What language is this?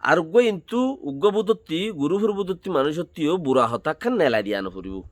Rohingya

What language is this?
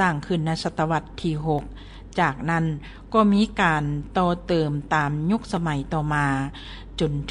Lao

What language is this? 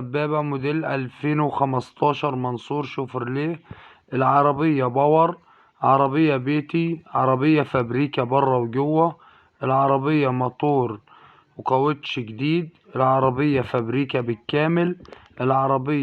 Egyptian Arabic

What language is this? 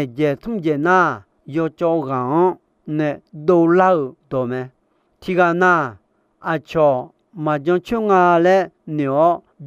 Akha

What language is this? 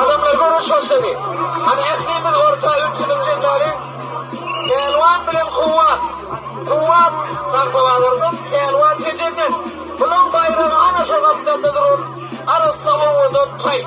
Turkmen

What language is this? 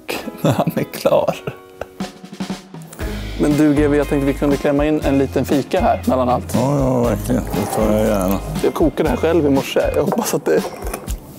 Swedish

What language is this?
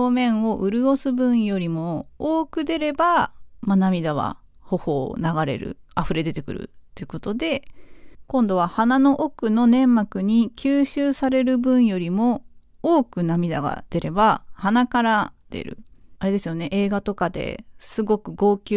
Japanese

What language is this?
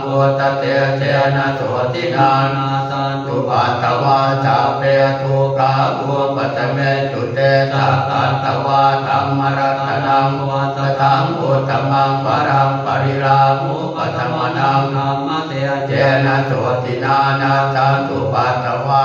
Pali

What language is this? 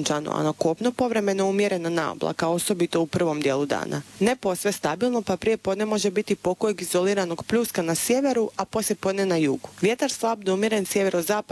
Croatian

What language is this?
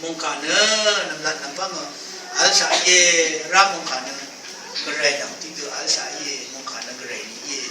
Rawang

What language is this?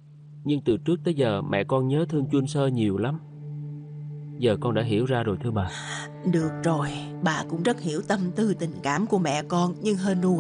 Vietnamese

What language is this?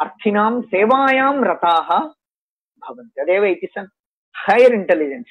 Sanskrit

